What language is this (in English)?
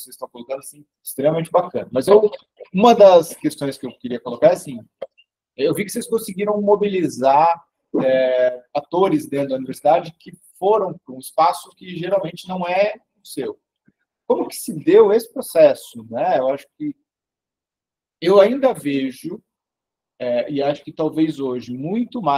Portuguese